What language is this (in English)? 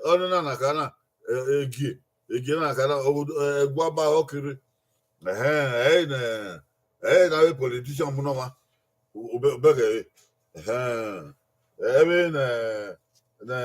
Bini